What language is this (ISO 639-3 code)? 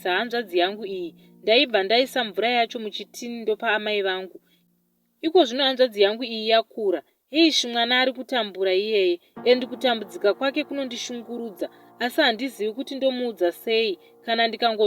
sna